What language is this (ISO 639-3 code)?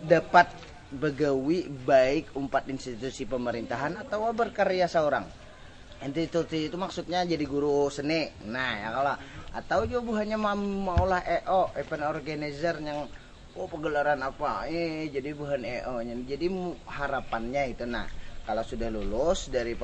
bjn